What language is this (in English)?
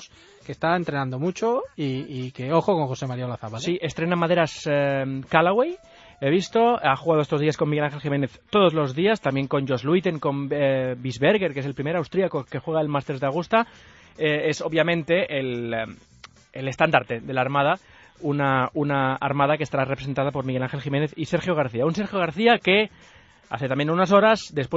Spanish